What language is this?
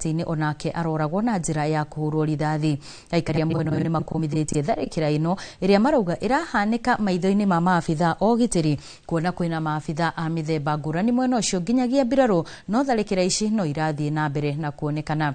Kikuyu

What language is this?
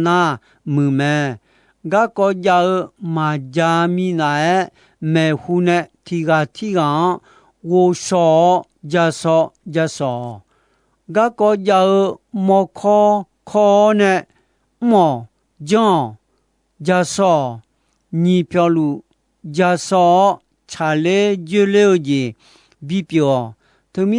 Akha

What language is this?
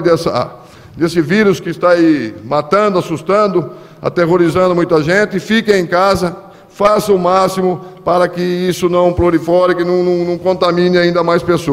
Portuguese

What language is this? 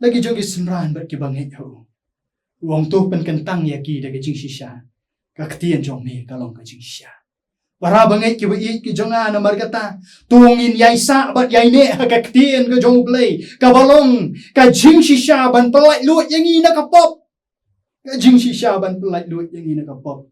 Khasi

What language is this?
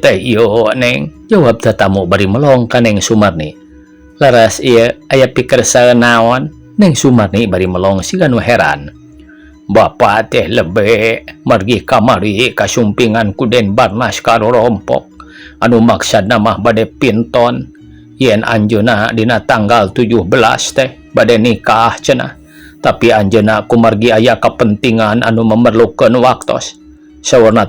Sundanese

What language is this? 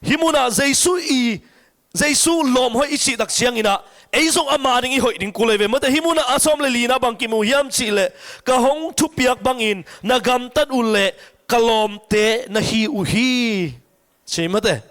Tedim Chin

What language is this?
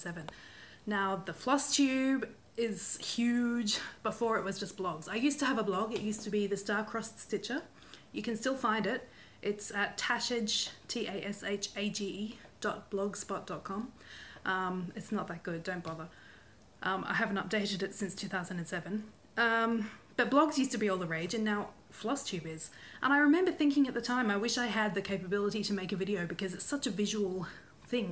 English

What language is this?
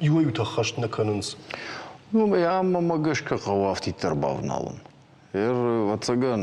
Ossetic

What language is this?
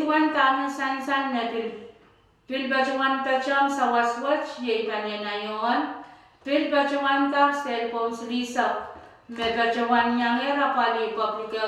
Pohnpeian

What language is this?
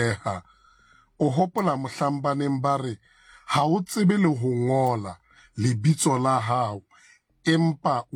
Southern Sotho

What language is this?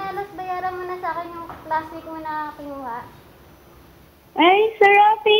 Filipino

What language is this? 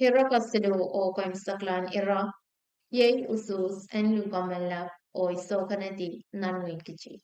Pohnpeian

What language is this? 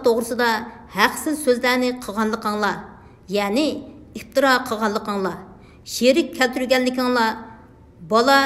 Uyghur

